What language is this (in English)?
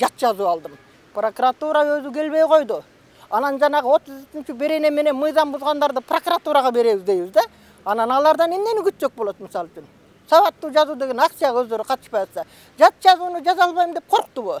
Kyrgyz